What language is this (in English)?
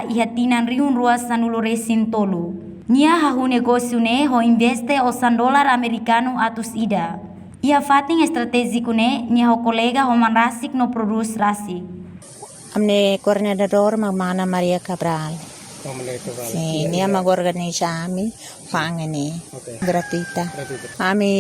Tetum